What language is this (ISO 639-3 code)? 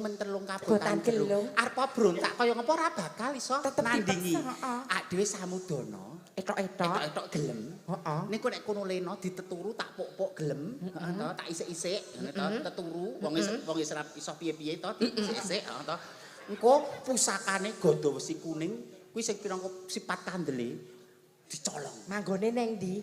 jav